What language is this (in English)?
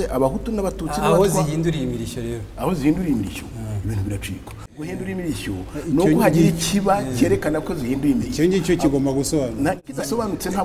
Kinyarwanda